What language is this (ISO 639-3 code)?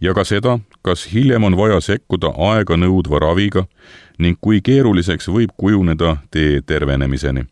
est